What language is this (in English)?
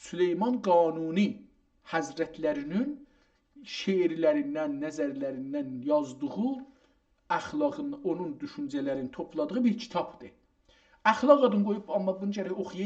South Azerbaijani